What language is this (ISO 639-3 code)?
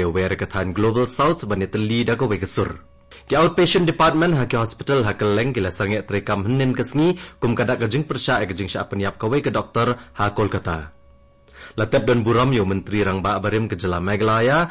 kha